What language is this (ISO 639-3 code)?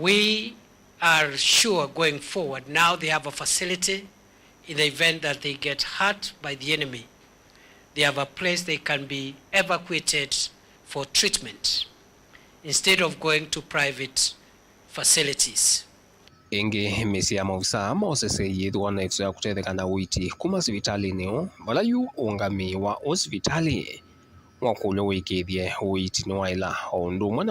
kam